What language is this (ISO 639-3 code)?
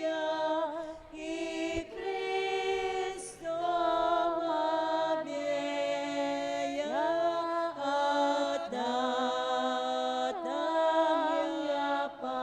pam